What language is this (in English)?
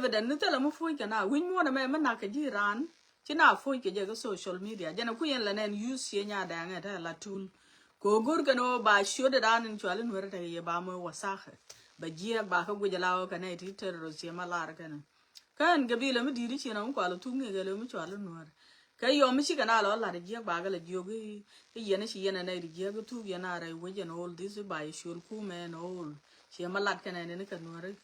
Nuer